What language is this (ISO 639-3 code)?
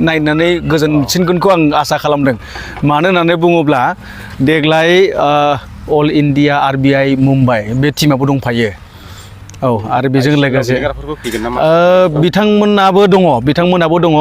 brx